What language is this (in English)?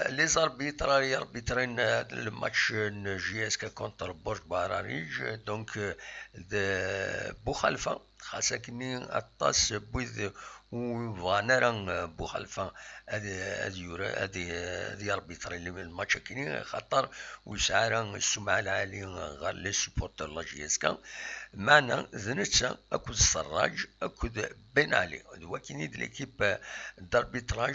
Kabyle